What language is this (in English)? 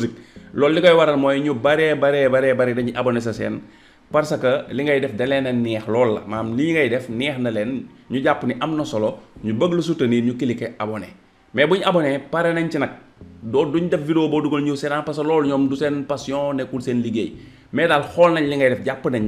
Wolof